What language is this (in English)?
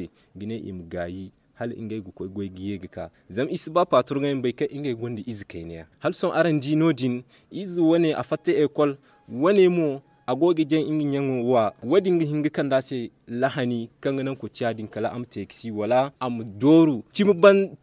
Zarma